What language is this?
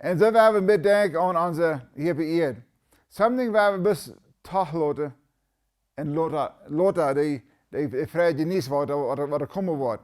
Plautdietsch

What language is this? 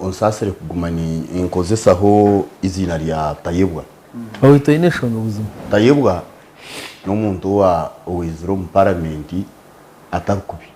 Nyankole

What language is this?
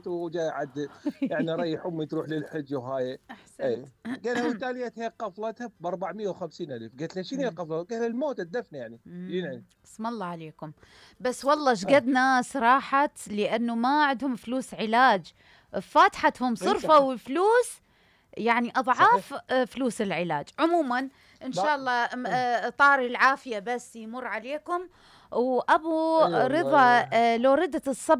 Mesopotamian Arabic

